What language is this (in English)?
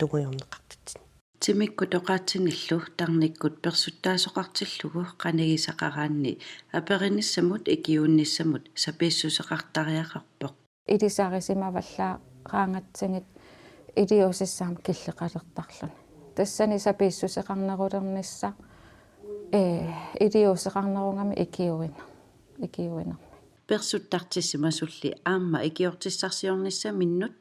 Kalaallisut